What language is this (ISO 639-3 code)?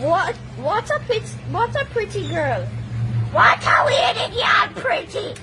jam